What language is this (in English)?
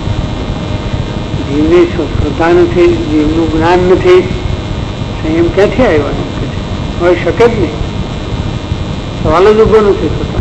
Gujarati